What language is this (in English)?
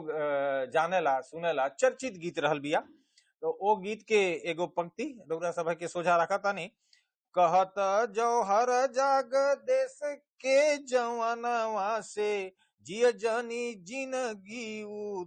Bhojpuri